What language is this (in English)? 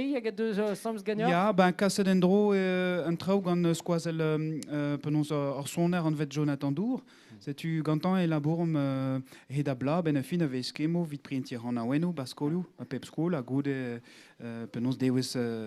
Breton